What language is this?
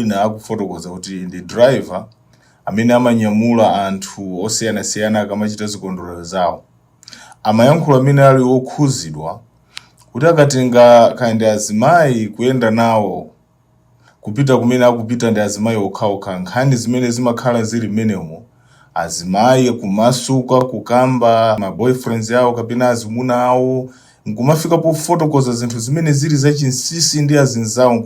Nyanja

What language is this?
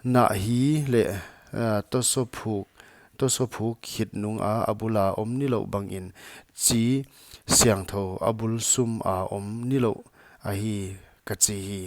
Paite Chin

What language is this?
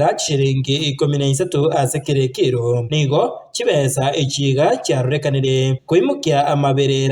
Gusii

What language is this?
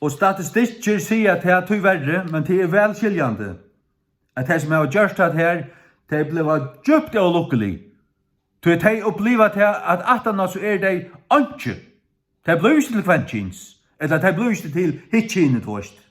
Faroese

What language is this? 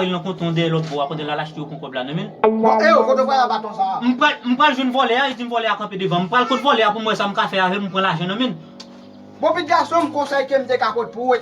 Haitian Creole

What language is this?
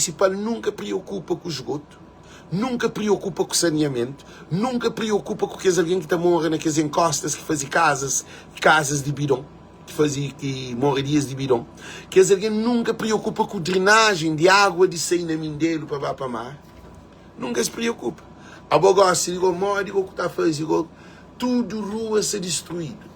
Kabuverdianu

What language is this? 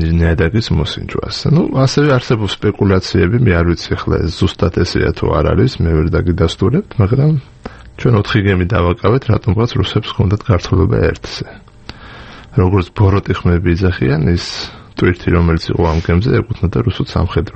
Georgian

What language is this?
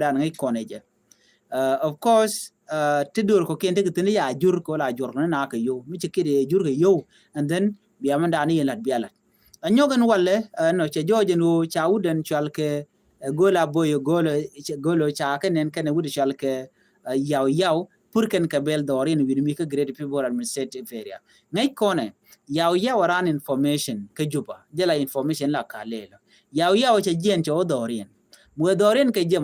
Nuer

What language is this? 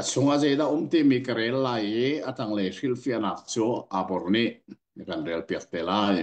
Hakha Chin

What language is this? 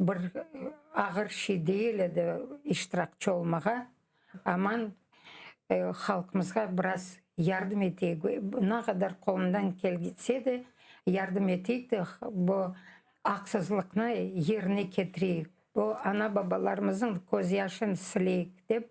Crimean Tatar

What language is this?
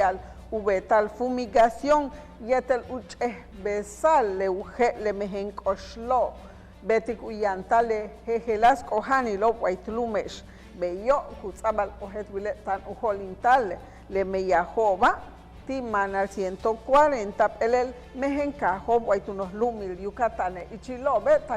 Yucateco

